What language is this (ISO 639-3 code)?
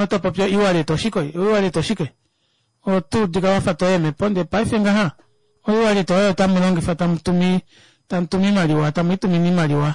kua